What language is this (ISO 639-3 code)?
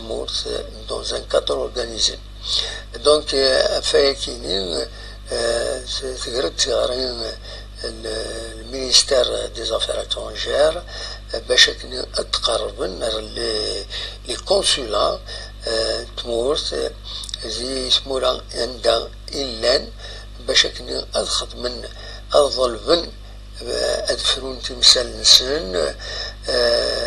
kab